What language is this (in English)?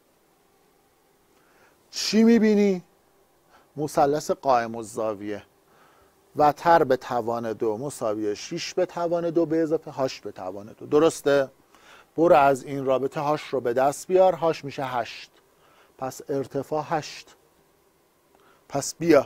Persian